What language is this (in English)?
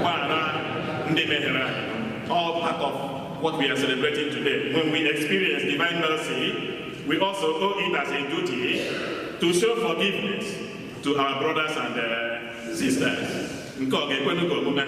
Igbo